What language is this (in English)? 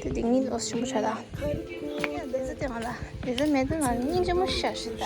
Tibetan